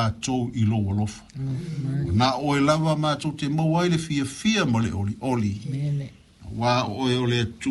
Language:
Samoan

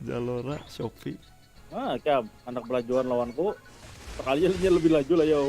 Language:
Banjar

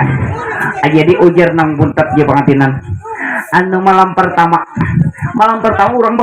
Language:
Banjar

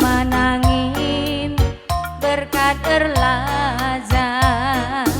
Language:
Batak Karo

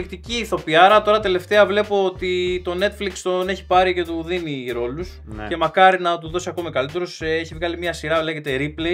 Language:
Greek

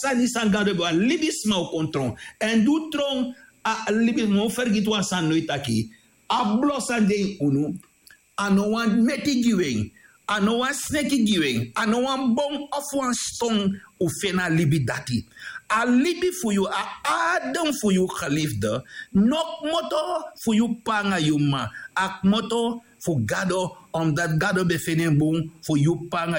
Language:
Sranan Tongo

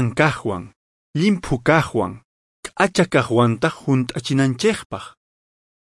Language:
Quechua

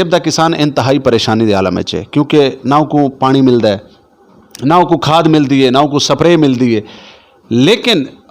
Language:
Saraiki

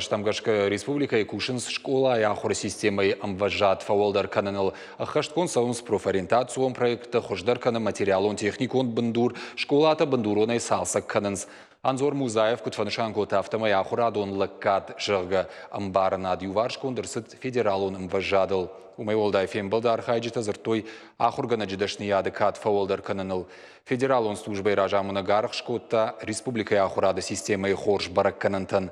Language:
Ossetic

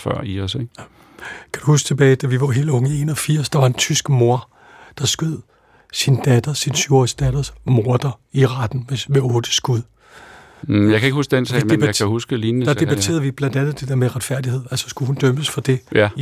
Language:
Danish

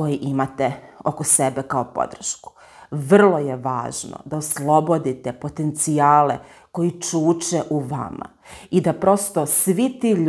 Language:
Serbian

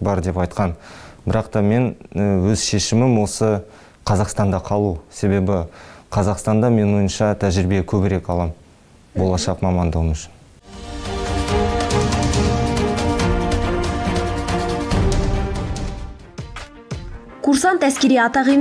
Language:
Kazakh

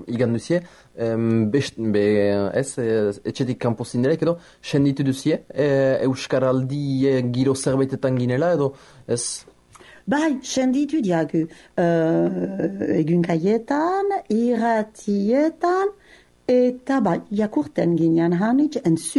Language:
Basque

